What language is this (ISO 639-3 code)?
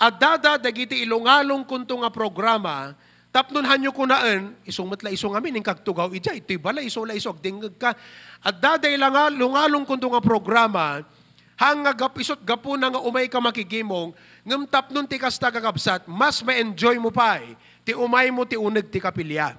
ilo